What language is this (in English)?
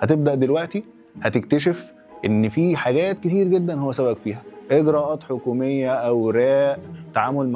Egyptian Arabic